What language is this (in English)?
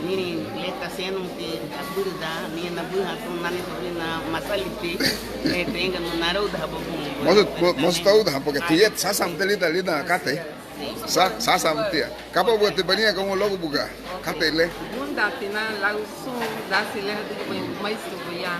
Garifuna